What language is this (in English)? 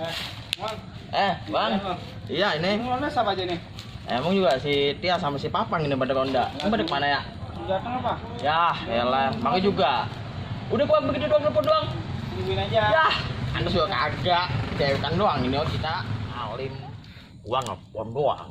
Betawi